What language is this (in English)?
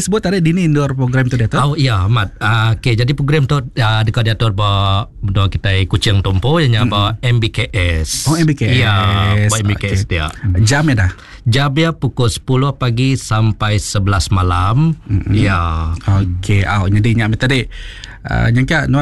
Iban